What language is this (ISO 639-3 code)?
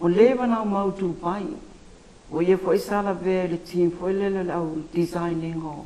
smo